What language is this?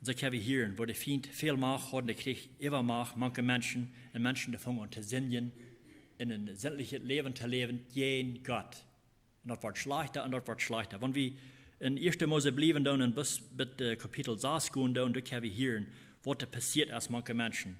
Plautdietsch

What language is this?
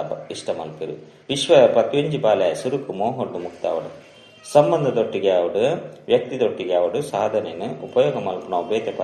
Tulu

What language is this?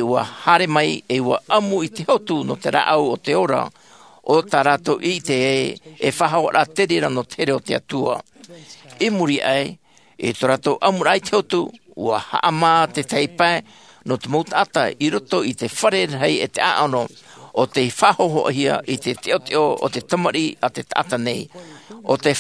Tahitian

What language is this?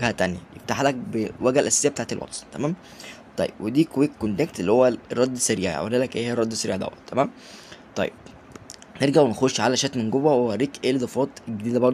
Egyptian Arabic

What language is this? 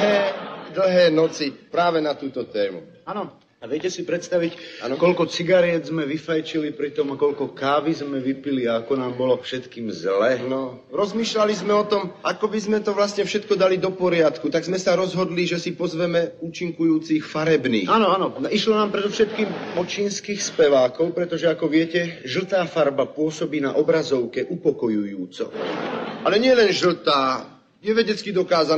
Slovak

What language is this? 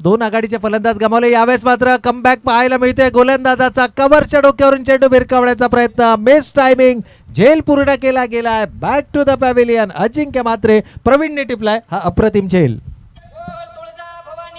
Marathi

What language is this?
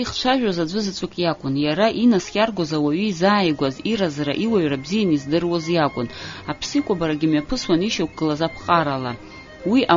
Abkhazian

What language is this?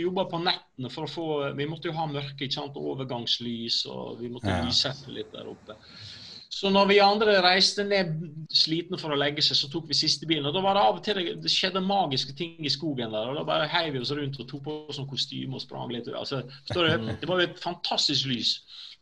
Norwegian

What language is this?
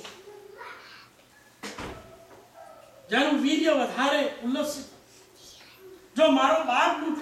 Gujarati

